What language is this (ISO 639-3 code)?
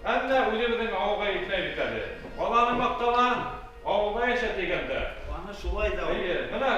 bak